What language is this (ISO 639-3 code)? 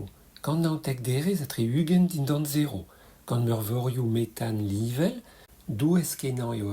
bre